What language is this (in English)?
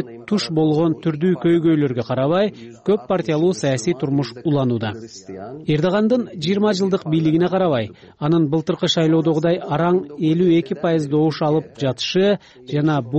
Kyrgyz